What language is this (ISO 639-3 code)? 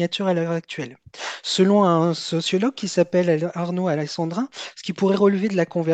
fra